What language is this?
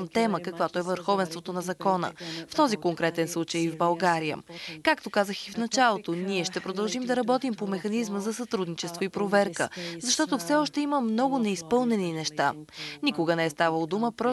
Bulgarian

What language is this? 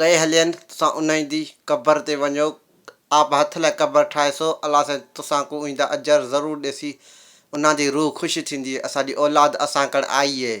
Sindhi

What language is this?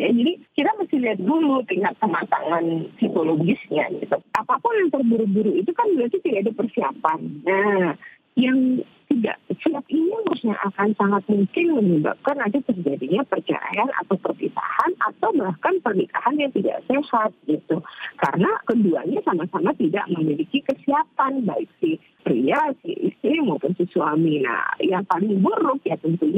Indonesian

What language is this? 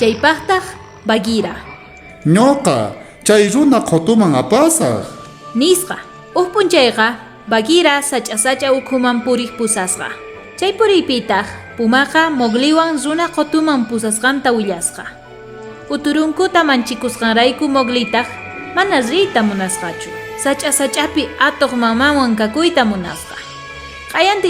South Bolivian Quechua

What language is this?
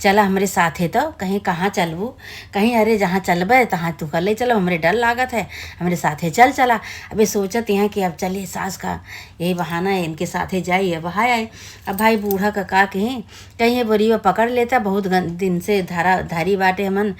Awadhi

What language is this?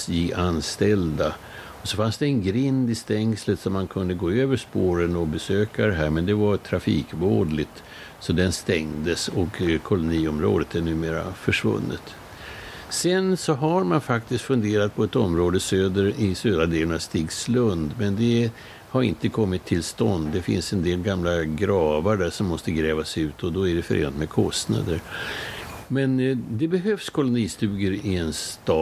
Swedish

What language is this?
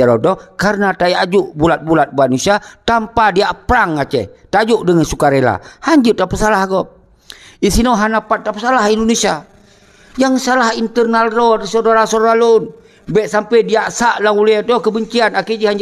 Achinese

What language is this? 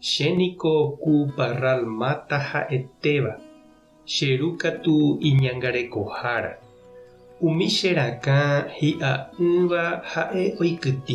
Guarani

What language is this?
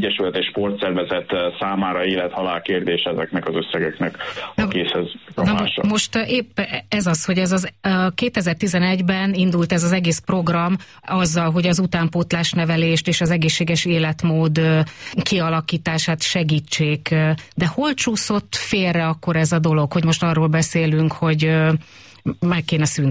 Hungarian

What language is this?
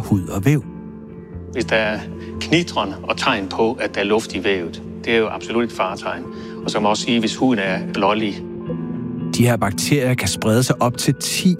Danish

